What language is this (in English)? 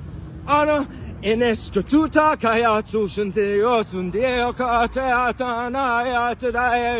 Latin